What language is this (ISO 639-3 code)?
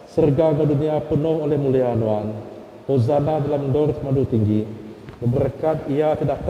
iba